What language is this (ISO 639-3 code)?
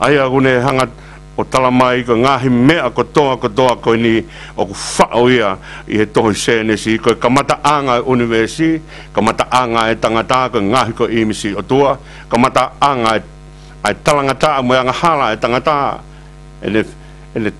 ton